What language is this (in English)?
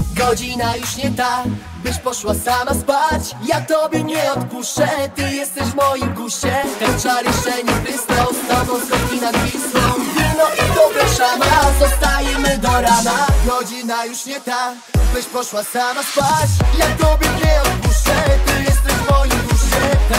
Polish